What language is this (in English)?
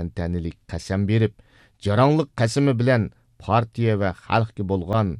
Uyghur